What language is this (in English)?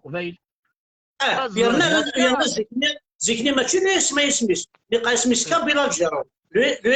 Kabyle